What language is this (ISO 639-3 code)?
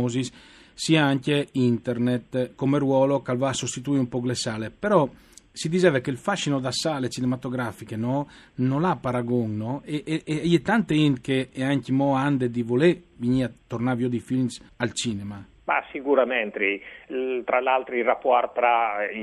fur